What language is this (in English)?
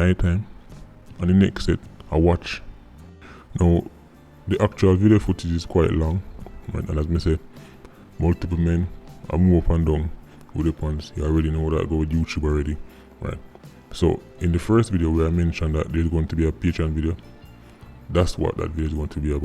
Jamaican Creole English